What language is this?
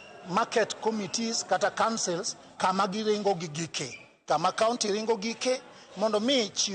Luo (Kenya and Tanzania)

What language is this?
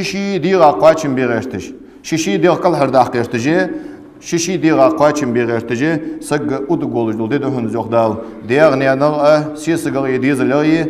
Ingush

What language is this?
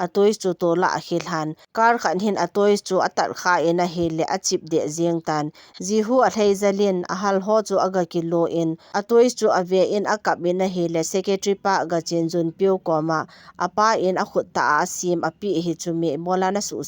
Thado Chin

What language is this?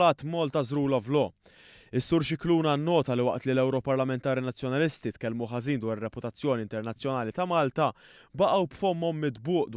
Maltese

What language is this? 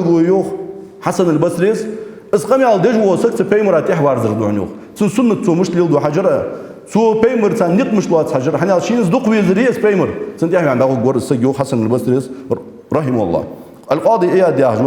Ingush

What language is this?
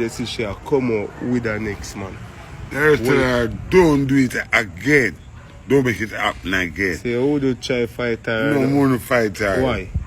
Jamaican Creole English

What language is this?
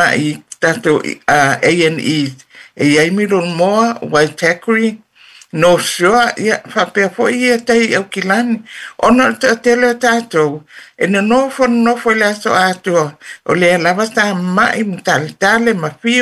Samoan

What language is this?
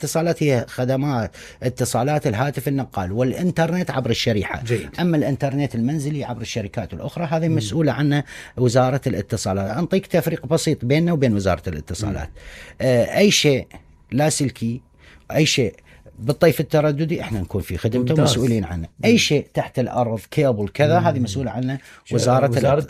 Mesopotamian Arabic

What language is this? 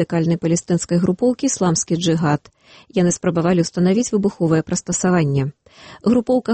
Belarusian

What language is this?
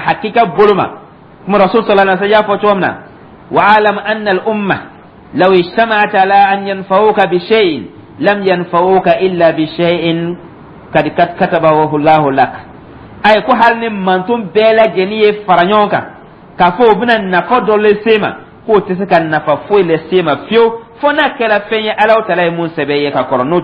Dyula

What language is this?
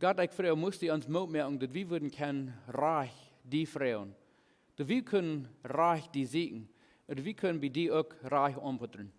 Plautdietsch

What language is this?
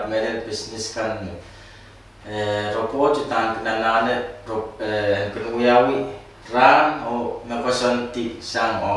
Pohnpeian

